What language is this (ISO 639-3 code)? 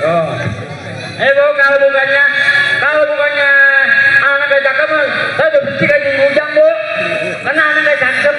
bew